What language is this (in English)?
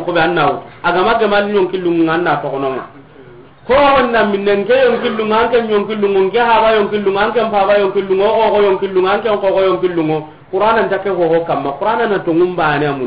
Soninke